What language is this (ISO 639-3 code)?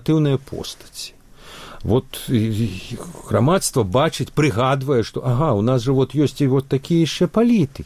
bel